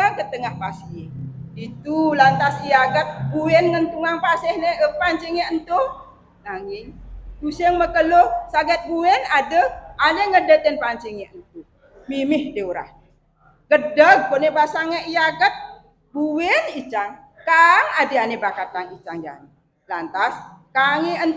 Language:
Balinese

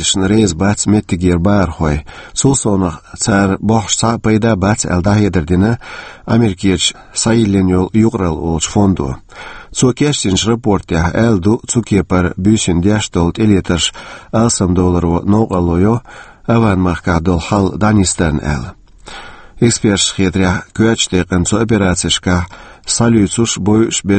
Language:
Chechen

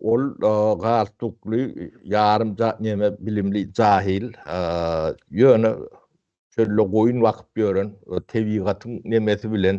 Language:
Turkmen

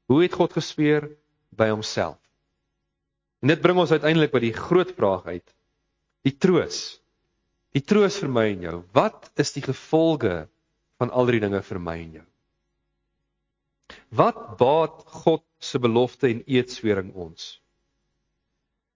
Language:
Afrikaans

